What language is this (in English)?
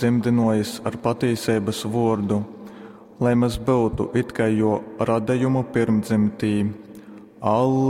Latgalian